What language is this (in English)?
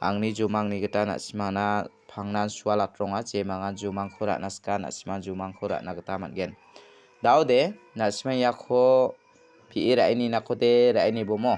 Garo